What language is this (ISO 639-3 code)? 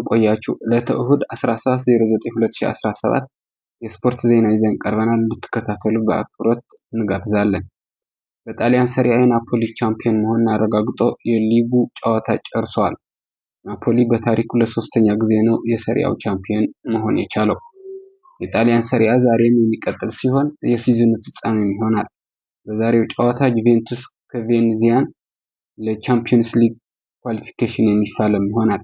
amh